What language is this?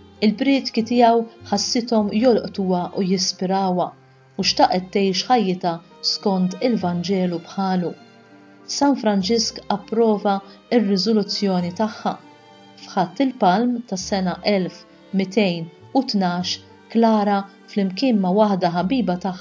Maltese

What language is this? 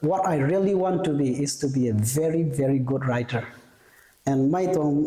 Rongmei Naga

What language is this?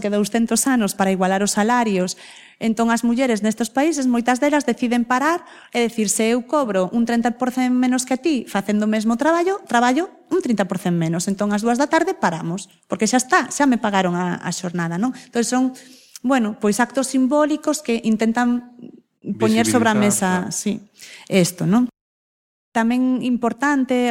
Galician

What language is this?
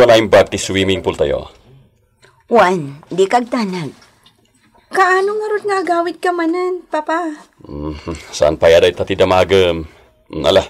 Iloko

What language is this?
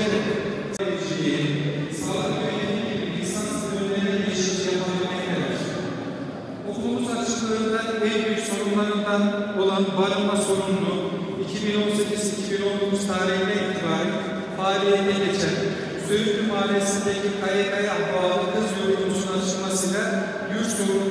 Turkish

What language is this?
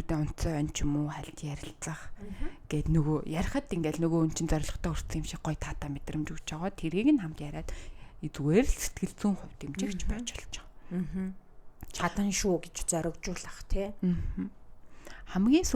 Mongolian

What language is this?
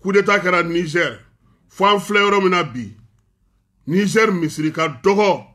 Bambara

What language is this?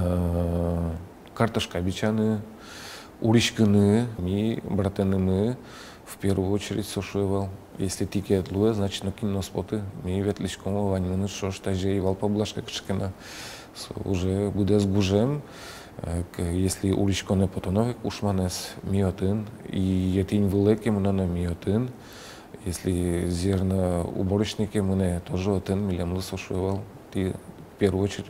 Udmurt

